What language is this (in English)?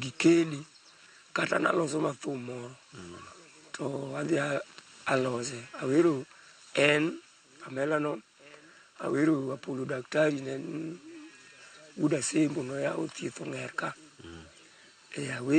Luo (Kenya and Tanzania)